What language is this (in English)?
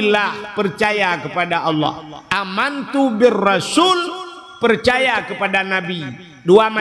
Achinese